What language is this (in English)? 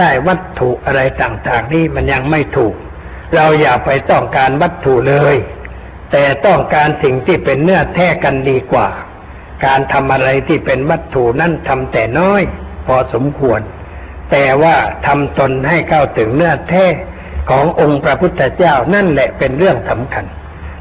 Thai